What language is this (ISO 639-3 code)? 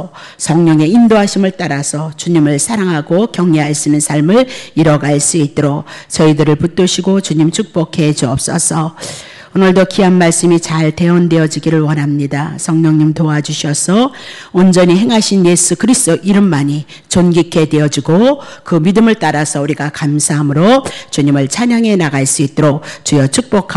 kor